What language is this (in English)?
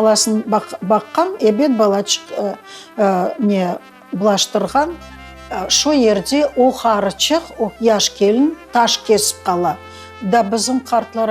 Crimean Tatar